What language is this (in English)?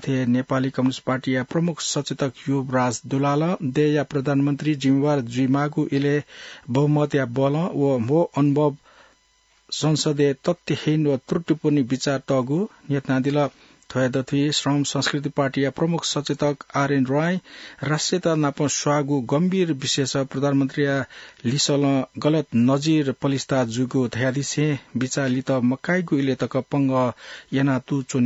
Newari